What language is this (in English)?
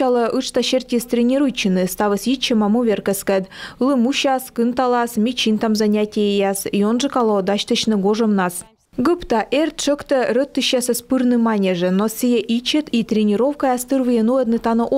Komi